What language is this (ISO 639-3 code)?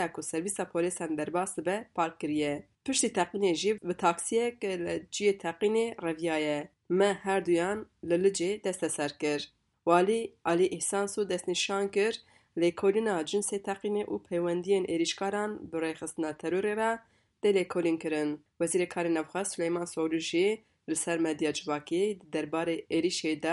kur